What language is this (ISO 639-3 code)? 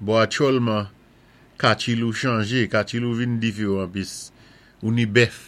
acf